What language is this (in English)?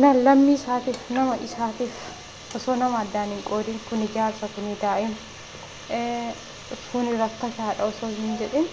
Oromo